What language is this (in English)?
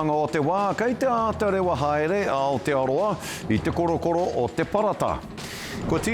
Māori